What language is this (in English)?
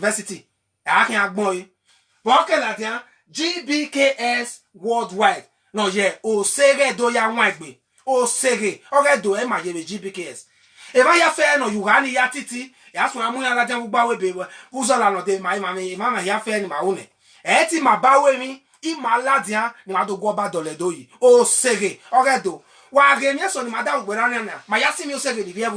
Bini